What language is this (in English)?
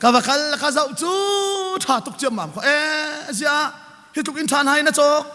Hakha Chin